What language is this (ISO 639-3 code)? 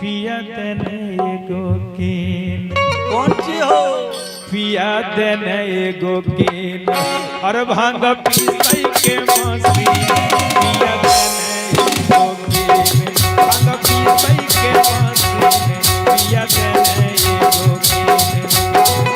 mag